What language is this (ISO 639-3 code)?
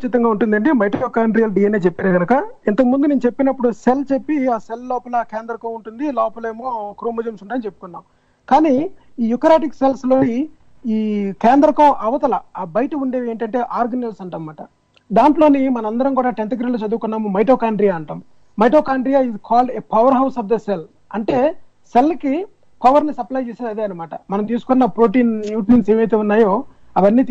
tel